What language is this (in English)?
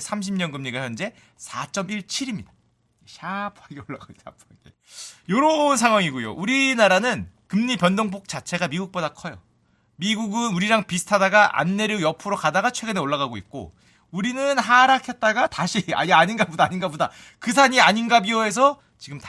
Korean